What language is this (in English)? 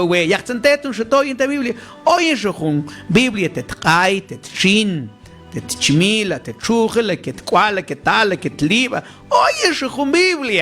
Mam